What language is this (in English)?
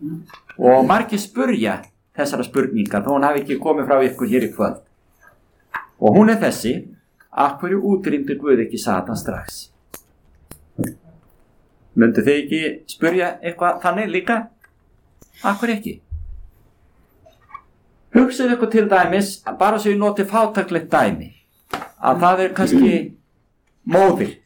Icelandic